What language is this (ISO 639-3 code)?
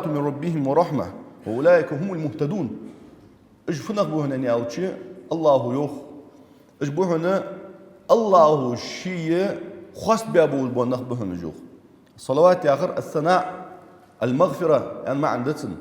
inh